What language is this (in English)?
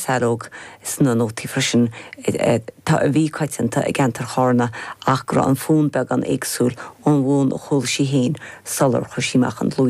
Irish